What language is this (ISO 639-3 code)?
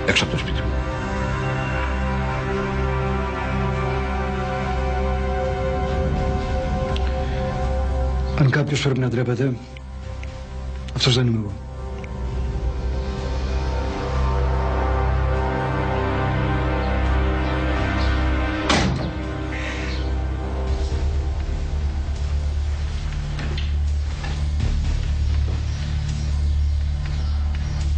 ell